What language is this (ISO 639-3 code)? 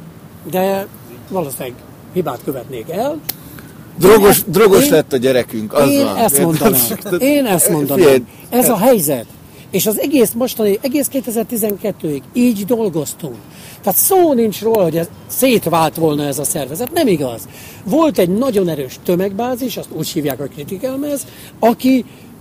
hun